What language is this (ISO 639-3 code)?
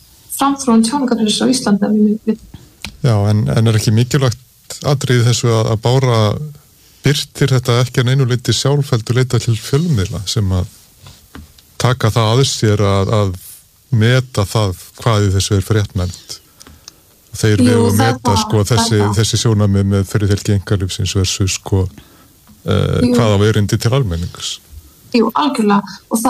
isl